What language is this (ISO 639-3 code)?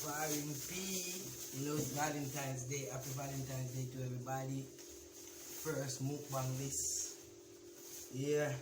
jam